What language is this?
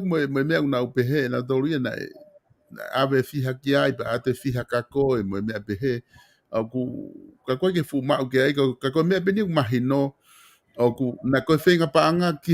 Tongan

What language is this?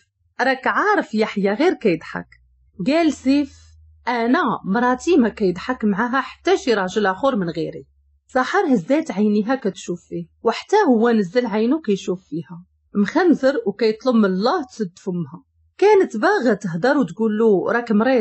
Moroccan Arabic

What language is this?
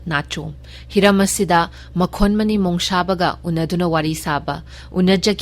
Manipuri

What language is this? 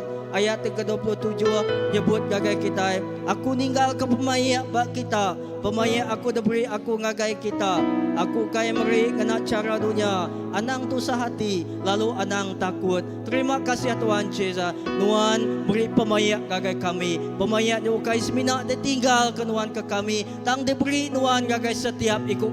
Iban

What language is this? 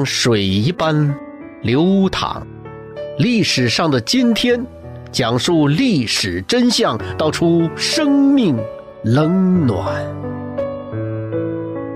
Chinese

